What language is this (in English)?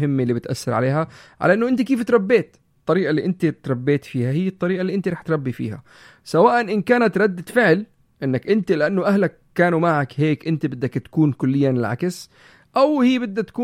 North Levantine Arabic